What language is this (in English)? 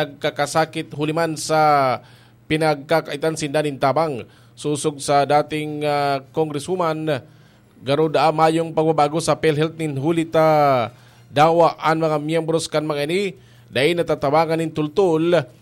Bikol